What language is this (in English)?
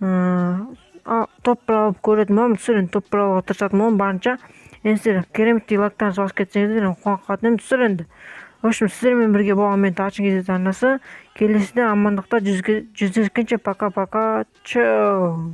Kazakh